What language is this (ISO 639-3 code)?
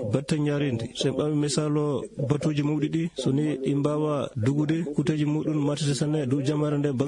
ful